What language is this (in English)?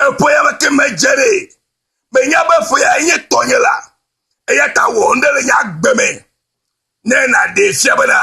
Ewe